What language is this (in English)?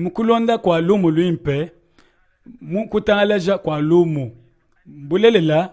Luba-Lulua